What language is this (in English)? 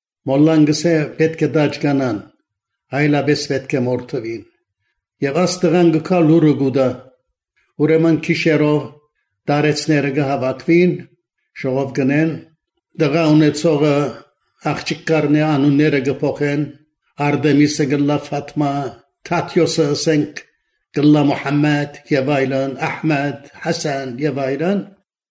Armenian